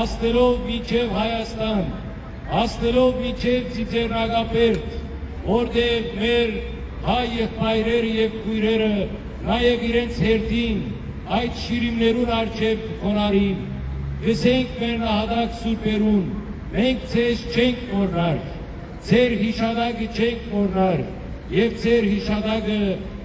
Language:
Western Armenian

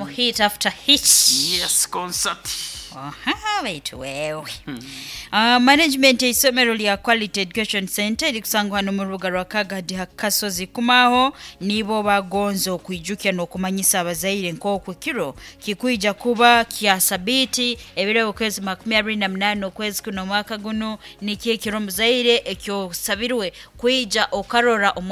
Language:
Nyoro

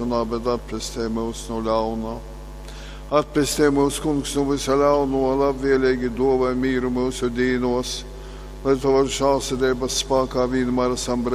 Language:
Latgalian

